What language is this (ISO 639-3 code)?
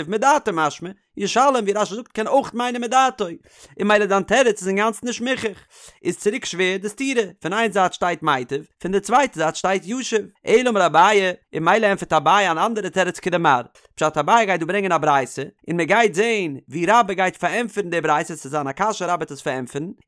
yid